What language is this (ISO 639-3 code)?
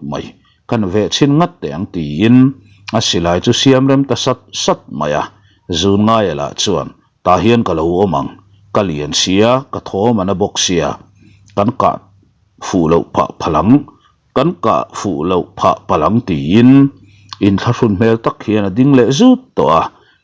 lus